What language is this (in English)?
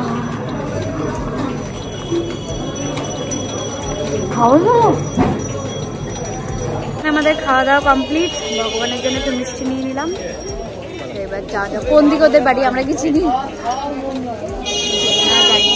Bangla